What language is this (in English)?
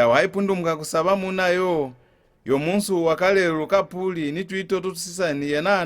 Lozi